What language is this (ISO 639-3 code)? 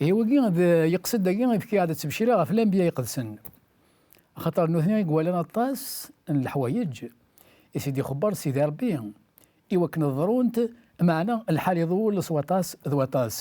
kab